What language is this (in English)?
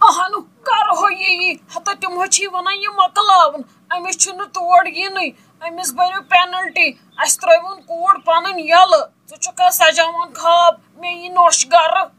Kashmiri